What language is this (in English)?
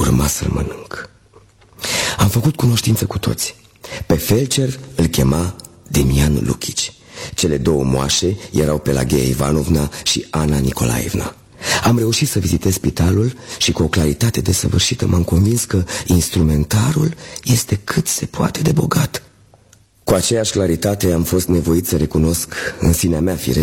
Romanian